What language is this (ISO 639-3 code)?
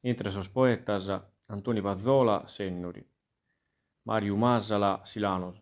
srd